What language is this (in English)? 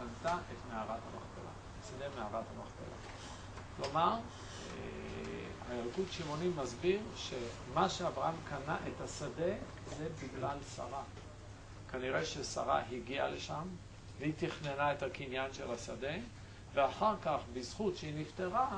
Hebrew